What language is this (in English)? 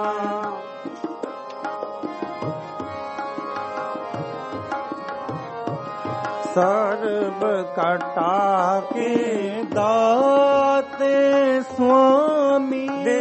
Punjabi